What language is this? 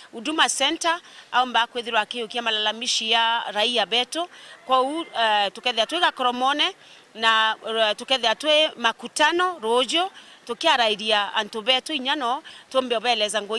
Meru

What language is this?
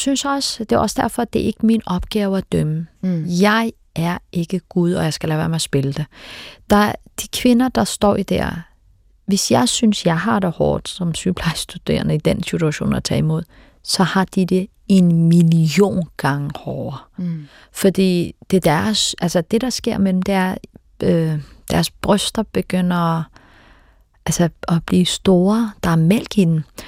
Danish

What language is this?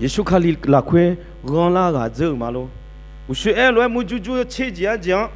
Akha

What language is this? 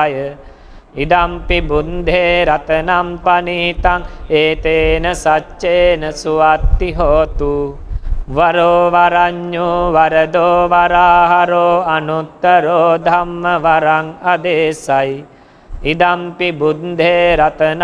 Pali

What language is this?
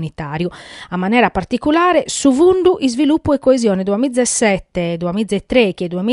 Sardinian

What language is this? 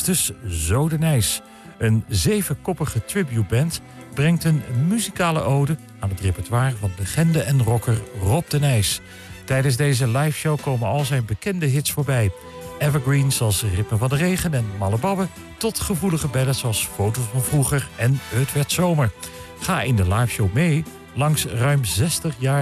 Dutch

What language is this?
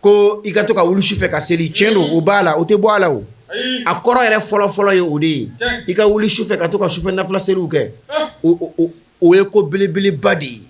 Bambara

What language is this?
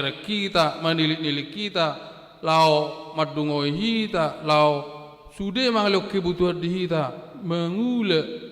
Batak Toba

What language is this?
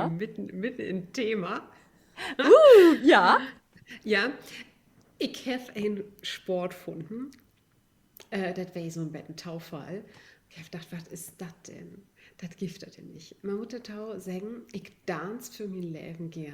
Low German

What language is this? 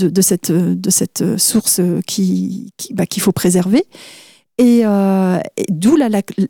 French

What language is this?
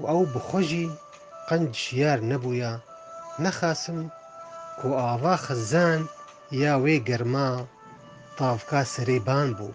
Kurdish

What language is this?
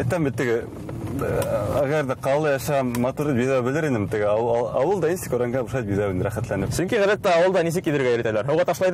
Bashkir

